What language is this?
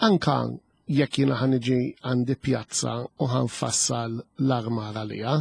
Maltese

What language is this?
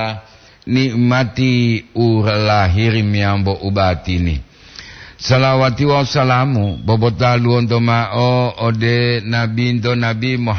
Gorontalo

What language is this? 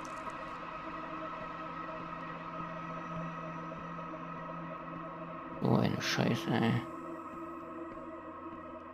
German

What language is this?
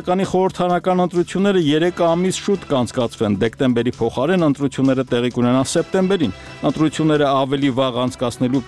Armenian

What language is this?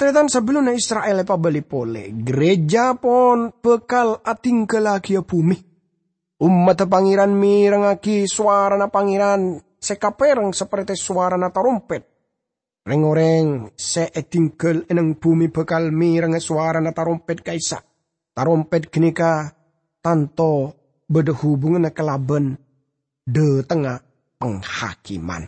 Madurese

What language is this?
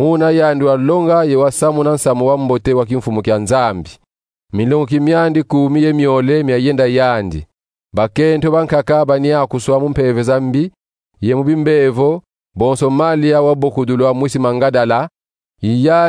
Kongo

